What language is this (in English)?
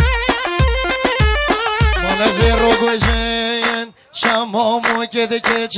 Persian